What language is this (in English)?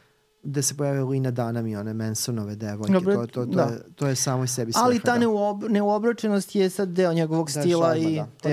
Serbian